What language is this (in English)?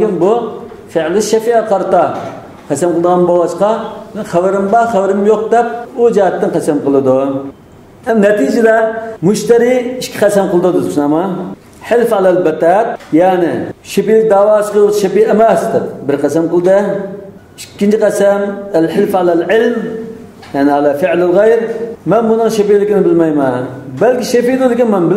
Uyghur